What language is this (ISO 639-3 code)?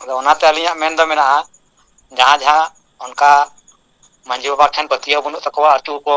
sat